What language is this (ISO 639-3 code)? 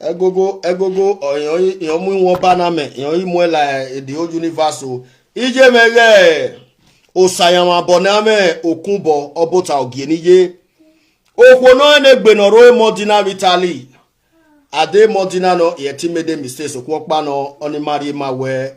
pcm